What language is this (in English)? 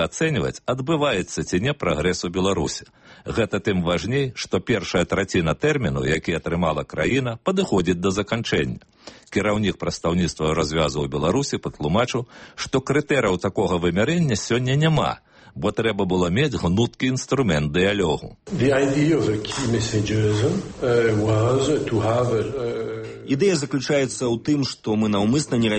Belarusian